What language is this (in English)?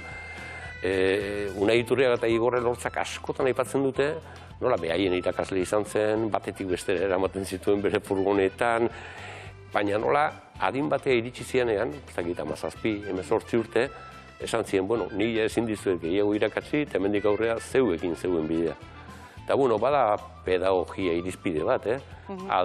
Basque